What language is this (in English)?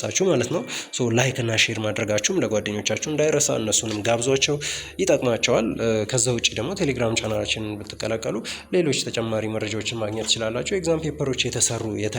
Amharic